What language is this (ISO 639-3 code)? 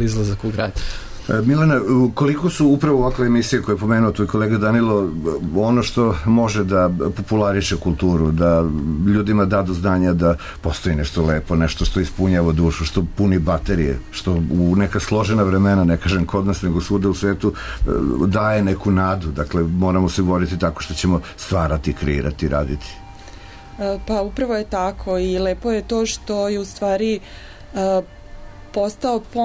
srp